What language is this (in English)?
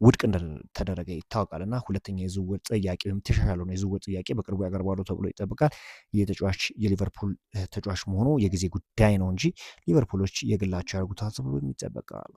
Amharic